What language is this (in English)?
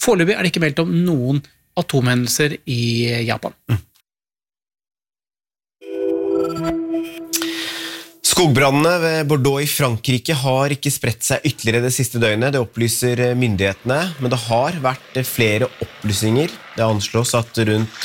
Norwegian